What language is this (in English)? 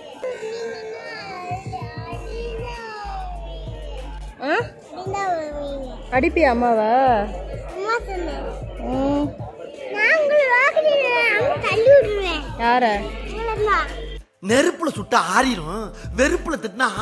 Tamil